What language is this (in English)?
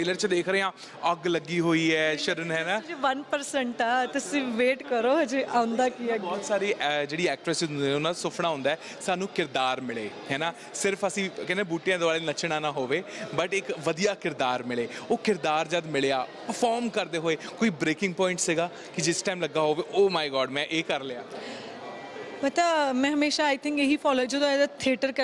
Punjabi